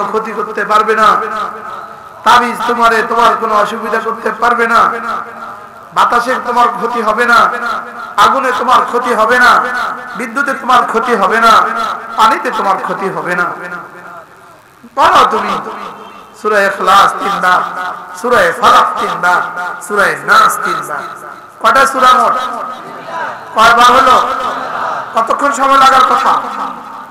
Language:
Bangla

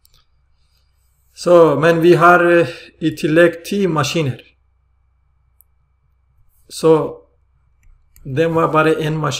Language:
Norwegian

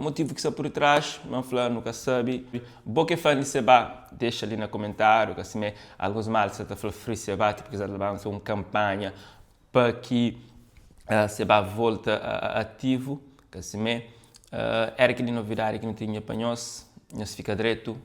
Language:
Kabuverdianu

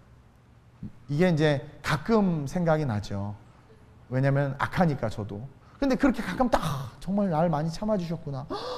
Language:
Korean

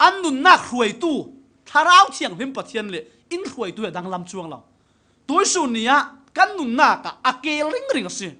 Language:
Falam Chin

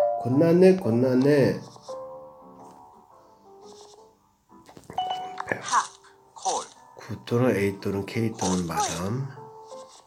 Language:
Korean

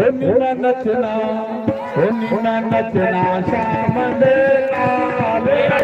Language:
Dogri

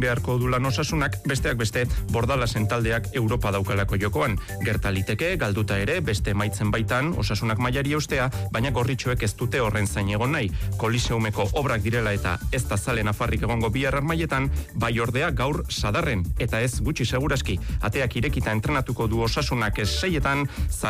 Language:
Basque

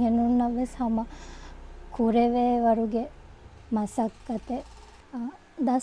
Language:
Divehi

